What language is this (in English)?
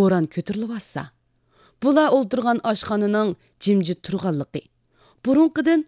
Uyghur